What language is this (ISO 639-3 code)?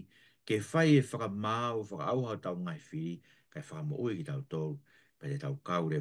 ton